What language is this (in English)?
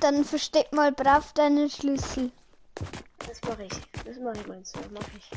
Bavarian